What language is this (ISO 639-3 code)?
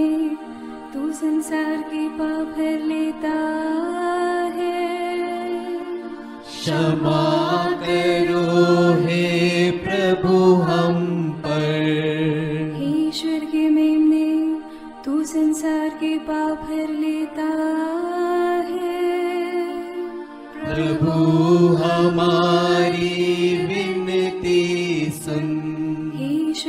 hin